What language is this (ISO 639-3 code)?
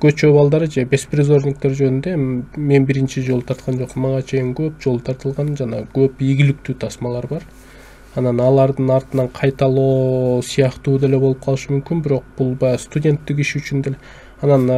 kir